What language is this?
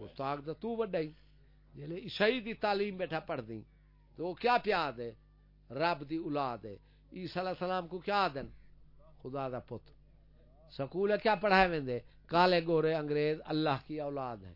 Saraiki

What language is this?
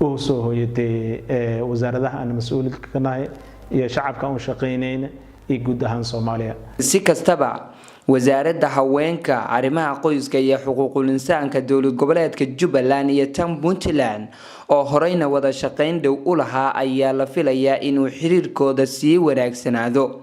Somali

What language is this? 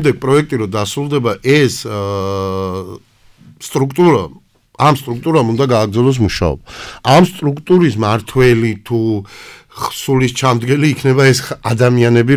Georgian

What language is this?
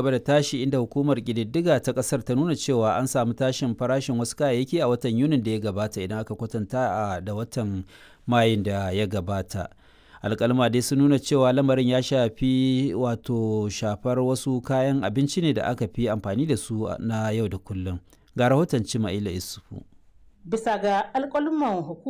Hausa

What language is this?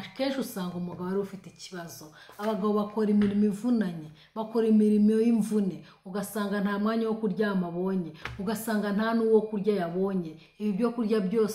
Kinyarwanda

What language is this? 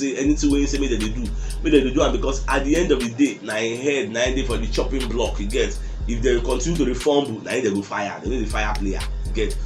Nigerian Pidgin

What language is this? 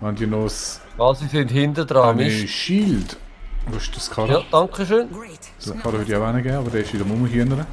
Swiss German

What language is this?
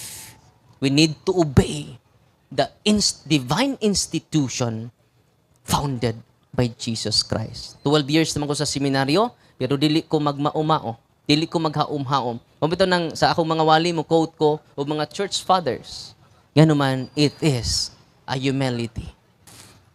Cebuano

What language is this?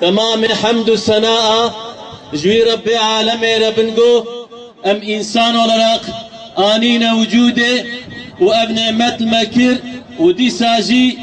Kurdish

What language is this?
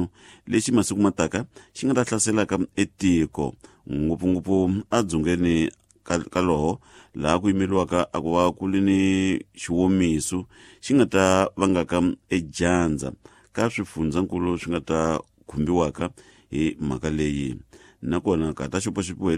Tsonga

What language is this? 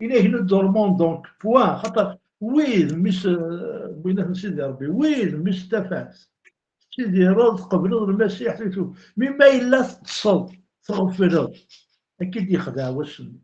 Kabyle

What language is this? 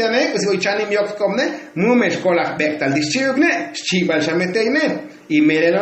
Tzotzil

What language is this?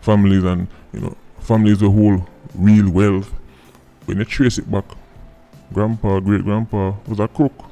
Jamaican Creole English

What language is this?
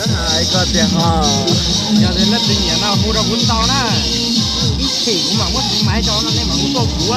Hmong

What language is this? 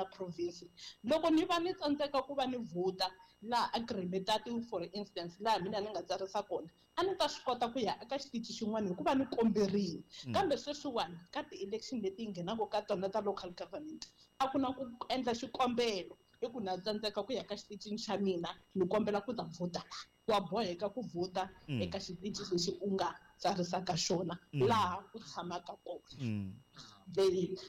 Tsonga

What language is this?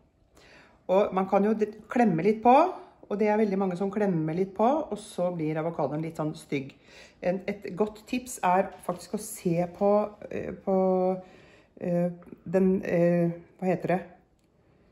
Norwegian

